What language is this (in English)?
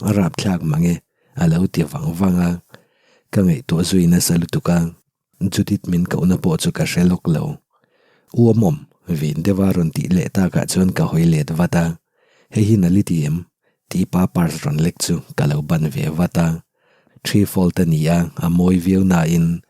Mizo